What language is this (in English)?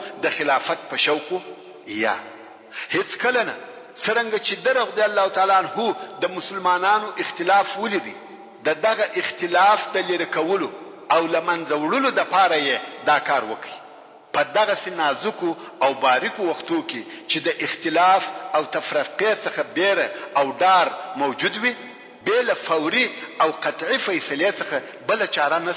Pashto